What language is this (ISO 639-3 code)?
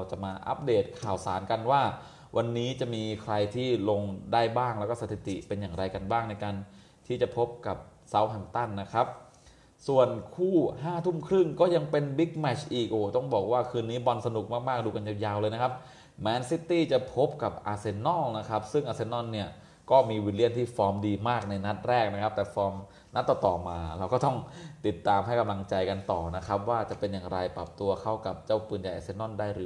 tha